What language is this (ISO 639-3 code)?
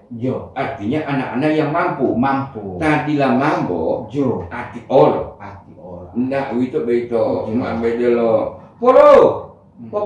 gor